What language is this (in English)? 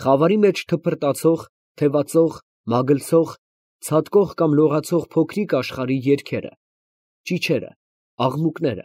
Armenian